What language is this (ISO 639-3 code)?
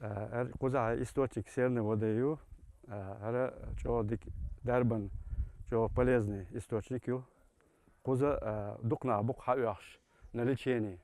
che